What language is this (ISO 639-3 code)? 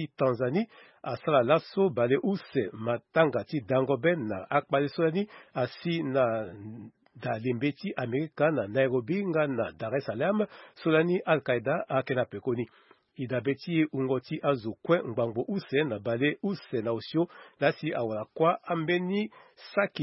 sag